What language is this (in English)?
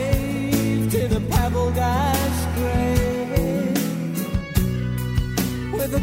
Danish